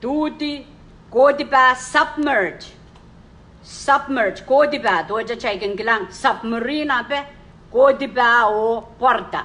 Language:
Pohnpeian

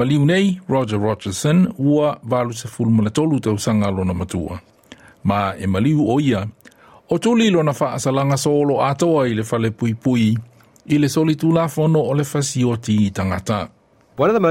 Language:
Samoan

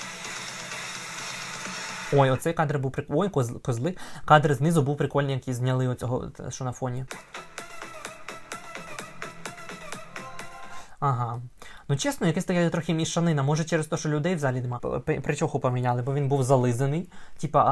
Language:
Ukrainian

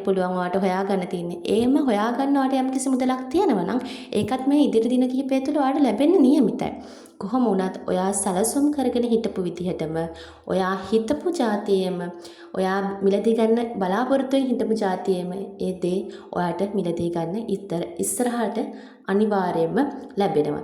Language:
Sinhala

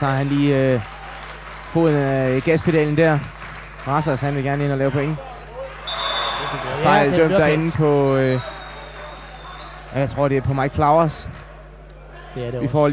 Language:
Danish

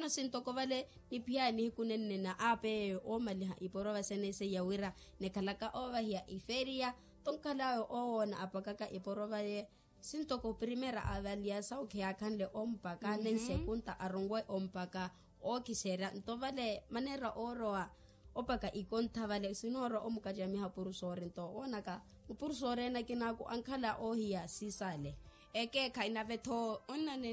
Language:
Makhuwa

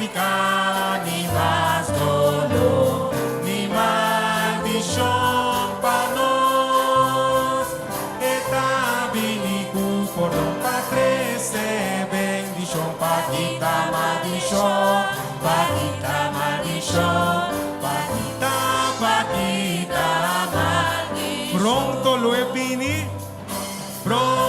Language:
Papiamento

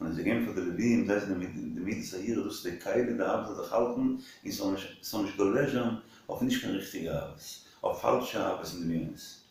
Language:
Yiddish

